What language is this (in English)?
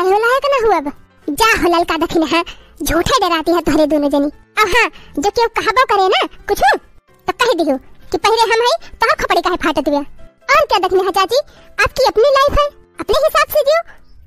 Awadhi